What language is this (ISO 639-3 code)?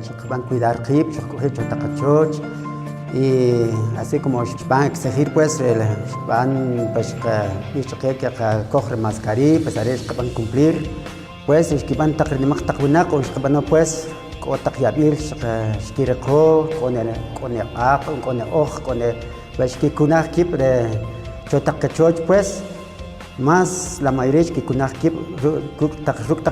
quc